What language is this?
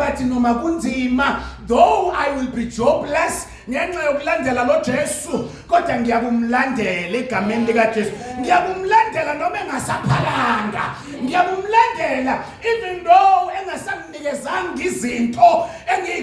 Zulu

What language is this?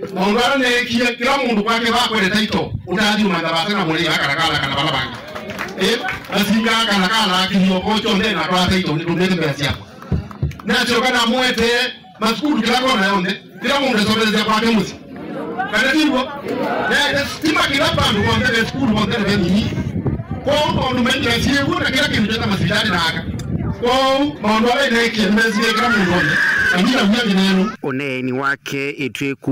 Kamba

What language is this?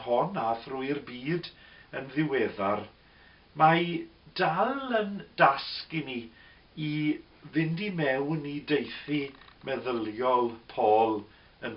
Welsh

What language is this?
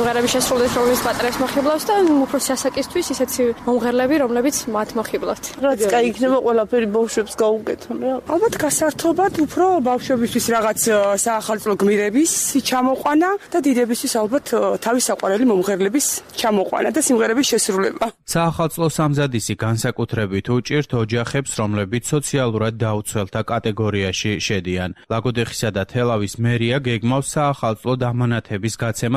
Georgian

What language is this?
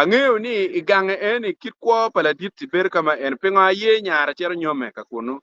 Acoli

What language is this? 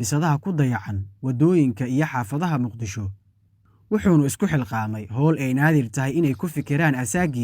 Somali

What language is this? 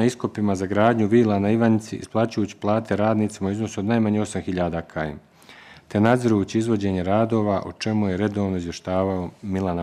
Bosnian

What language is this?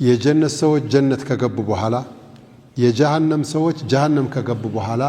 Amharic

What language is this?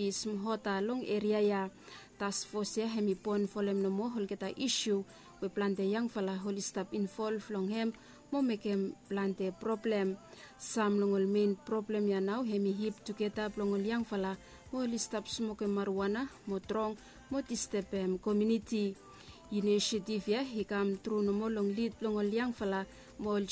Bislama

